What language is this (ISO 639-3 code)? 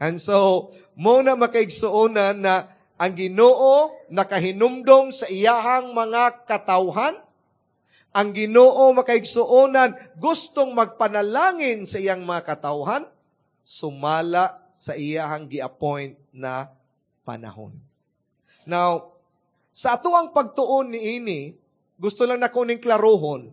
ceb